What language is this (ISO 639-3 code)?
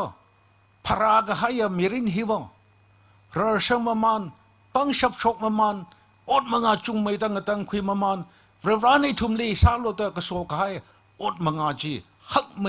nmf